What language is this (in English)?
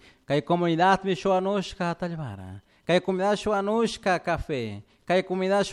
Chimborazo Highland Quichua